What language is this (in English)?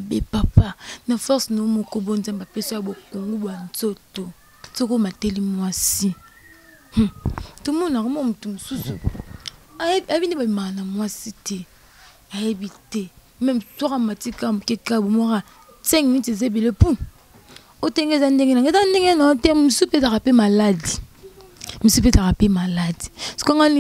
Lingala